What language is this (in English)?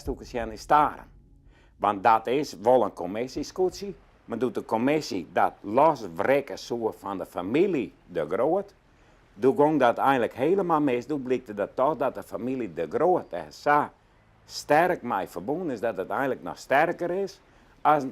Western Frisian